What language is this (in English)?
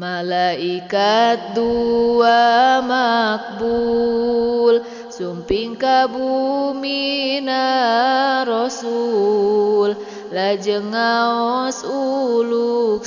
Sundanese